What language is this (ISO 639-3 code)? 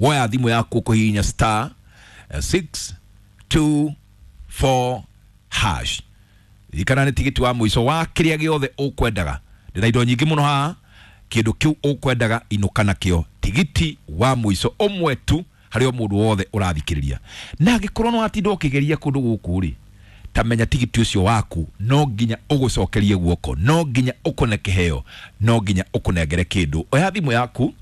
kik